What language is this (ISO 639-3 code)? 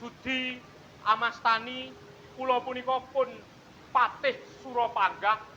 jav